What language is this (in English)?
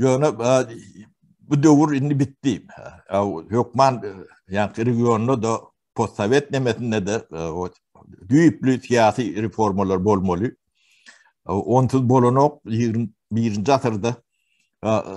Turkmen